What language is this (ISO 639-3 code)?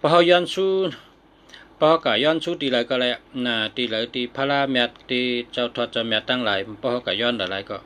shn